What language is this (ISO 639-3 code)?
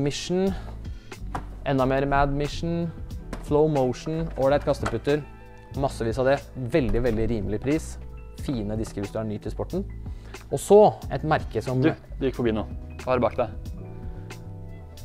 nor